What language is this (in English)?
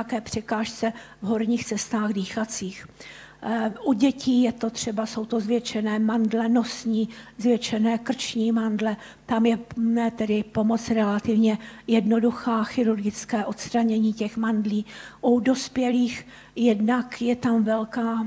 Czech